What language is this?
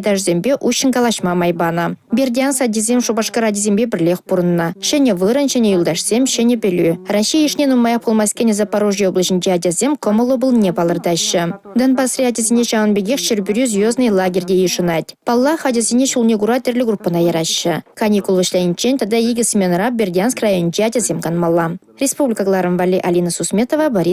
Chuvash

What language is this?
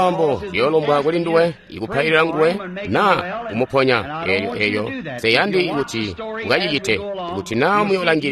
Tonga (Zambia)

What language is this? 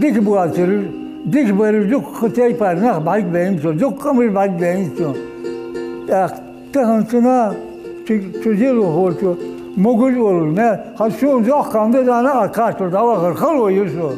Ingush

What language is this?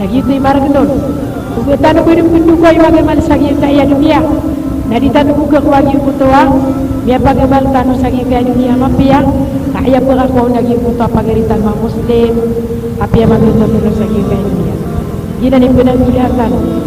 Maranao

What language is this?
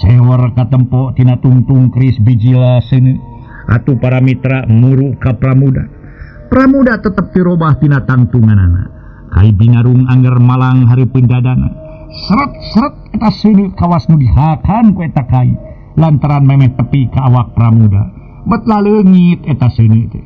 Sundanese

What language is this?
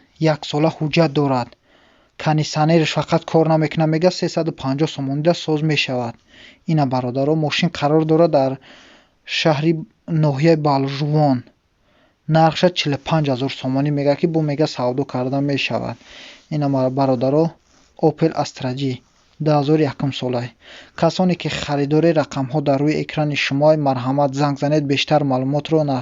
Tajik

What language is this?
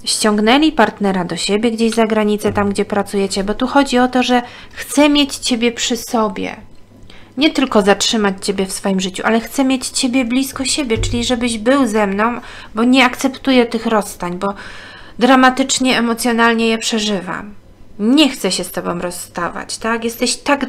Polish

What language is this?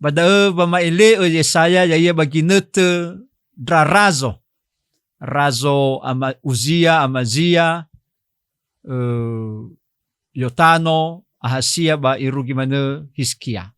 Nias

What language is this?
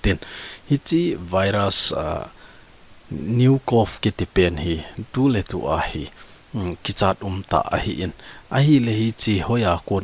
Thado Chin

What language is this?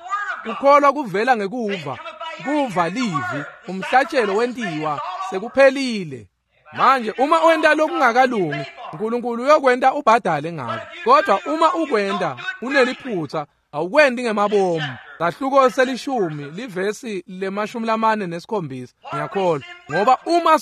Swati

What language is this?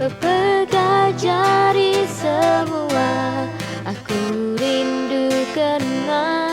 Iban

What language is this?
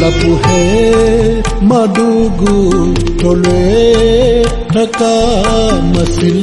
Newari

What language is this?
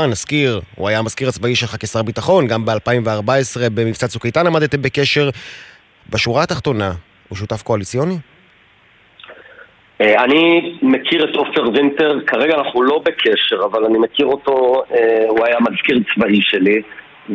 Hebrew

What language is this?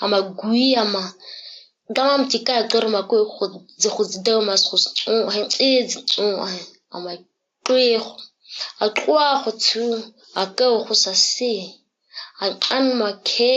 ǁGana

